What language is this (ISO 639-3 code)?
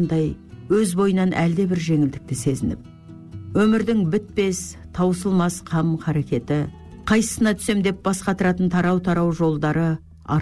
kaz